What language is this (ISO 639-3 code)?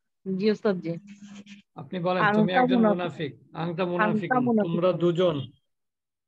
ben